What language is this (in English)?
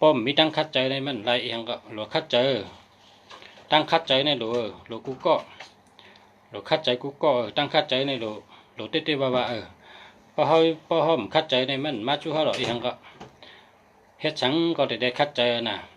Shan